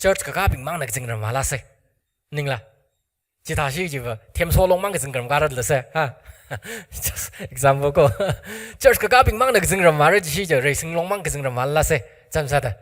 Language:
Tangkhul Naga (India)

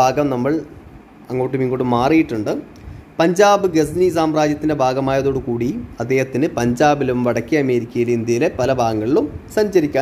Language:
Malayalam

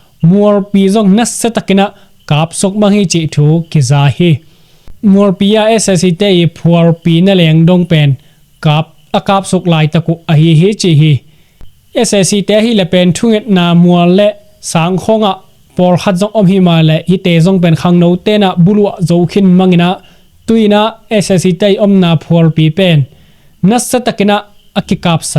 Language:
Tedim Chin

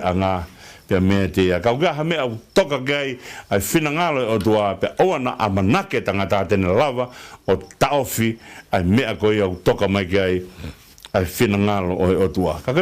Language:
Tongan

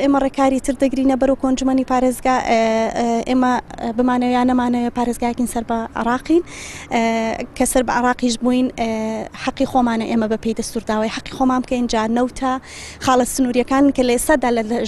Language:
Central Kurdish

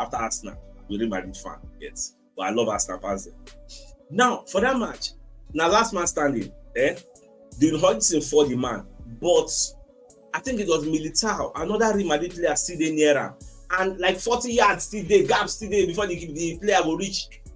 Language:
Nigerian Pidgin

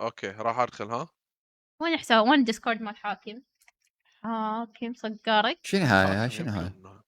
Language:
Mesopotamian Arabic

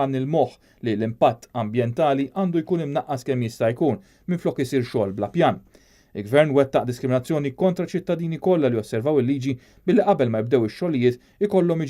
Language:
Maltese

